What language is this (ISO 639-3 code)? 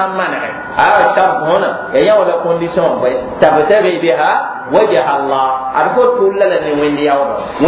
mos